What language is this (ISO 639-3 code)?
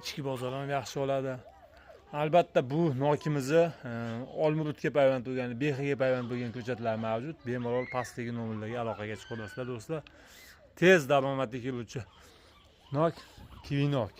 uzb